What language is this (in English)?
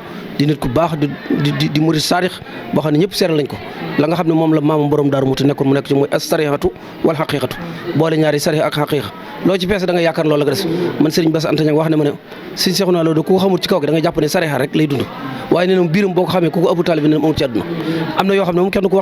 Wolof